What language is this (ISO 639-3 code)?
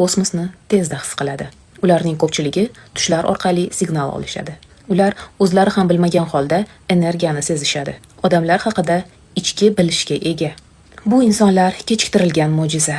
uzb